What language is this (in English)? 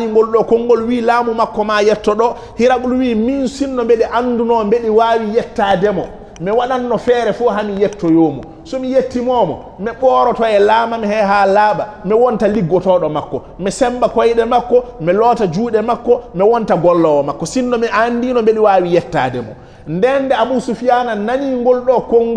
Fula